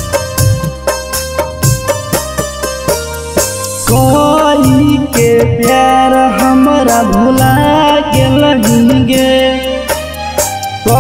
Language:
Magahi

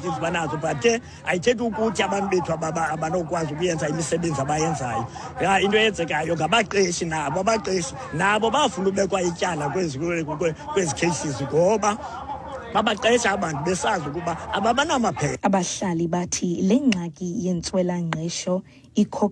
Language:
Xhosa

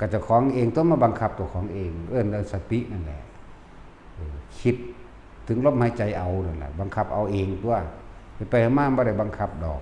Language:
Northeastern Thai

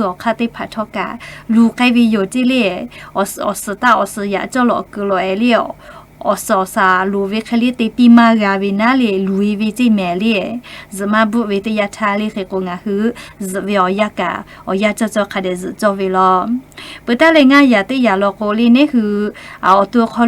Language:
Lahu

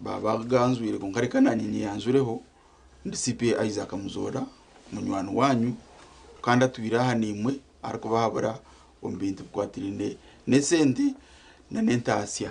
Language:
Nyankole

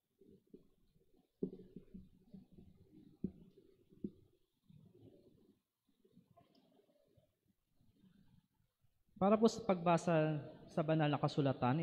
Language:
Filipino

